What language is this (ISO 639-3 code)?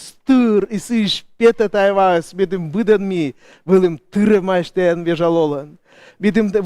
kom